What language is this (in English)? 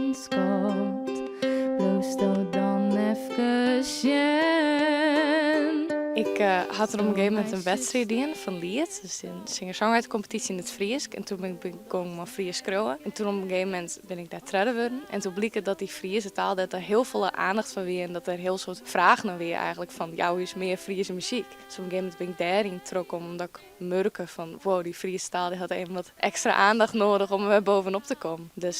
Western Frisian